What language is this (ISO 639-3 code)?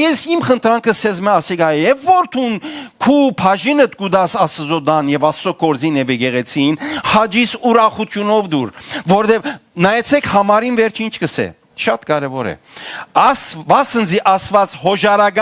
hyw